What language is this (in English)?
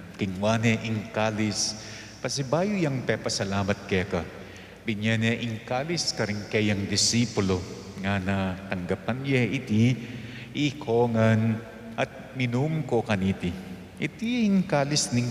Pampanga